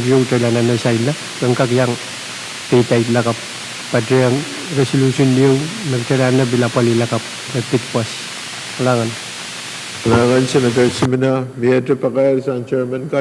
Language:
Pohnpeian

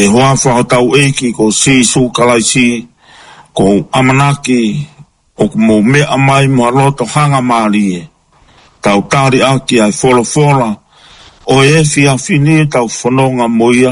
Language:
Tongan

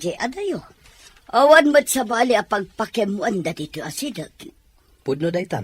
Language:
Iloko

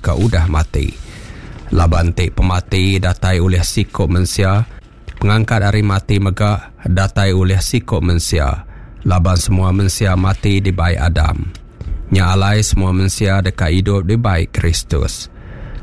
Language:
Iban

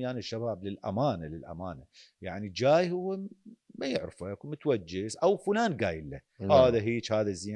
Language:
Mesopotamian Arabic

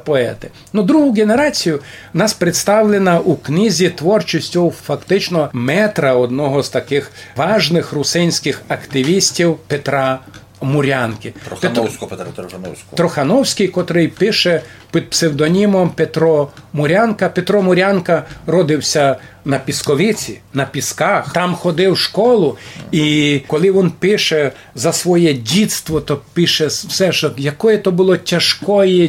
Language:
Rusyn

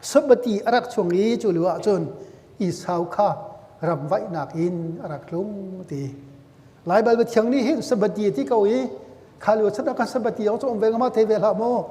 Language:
Hakha Chin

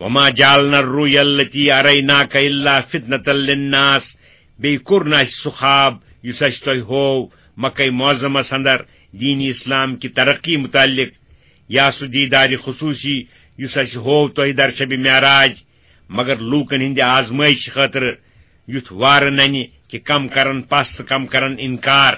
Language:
Kashmiri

